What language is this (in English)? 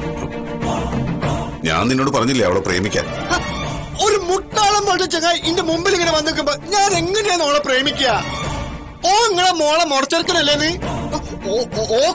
Malayalam